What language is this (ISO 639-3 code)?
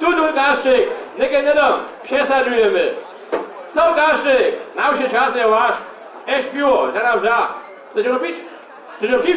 hsb